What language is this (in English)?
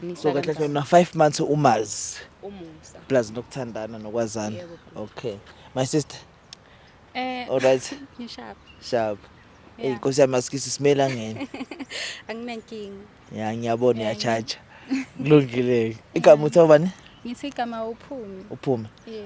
Zulu